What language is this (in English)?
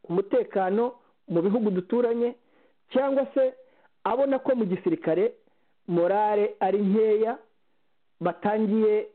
Kinyarwanda